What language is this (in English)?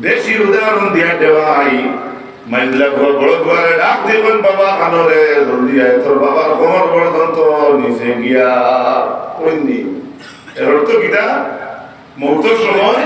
Sylheti